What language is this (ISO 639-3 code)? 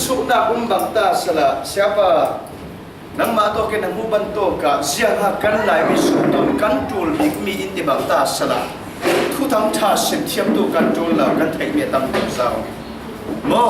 cfm